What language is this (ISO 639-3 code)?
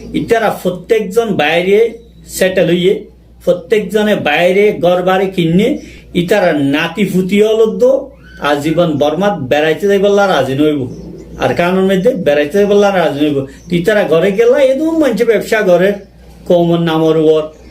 rhg